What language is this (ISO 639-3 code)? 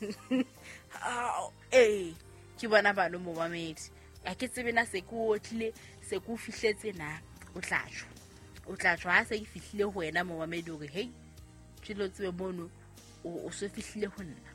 sot